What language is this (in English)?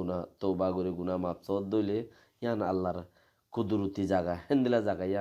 Rohingya